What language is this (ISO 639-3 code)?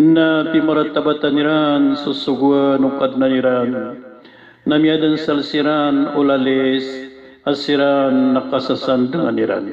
mrw